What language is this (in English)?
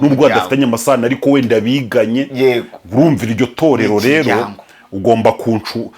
Kinyarwanda